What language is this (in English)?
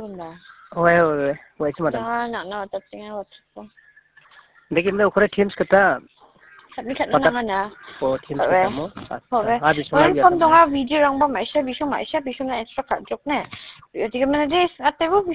Khasi